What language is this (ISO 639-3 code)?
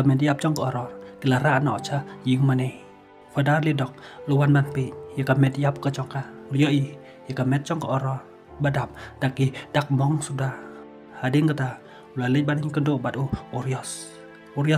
kha